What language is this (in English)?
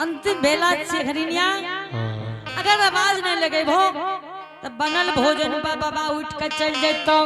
Angika